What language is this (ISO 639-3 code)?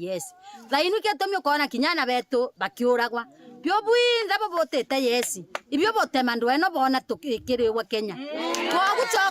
mer